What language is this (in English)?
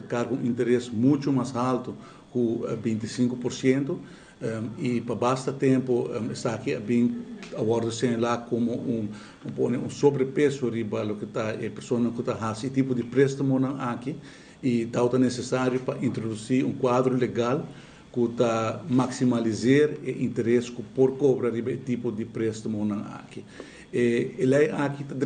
Papiamento